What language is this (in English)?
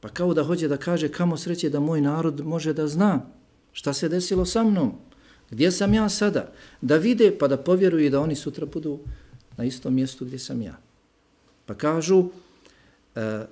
Bosnian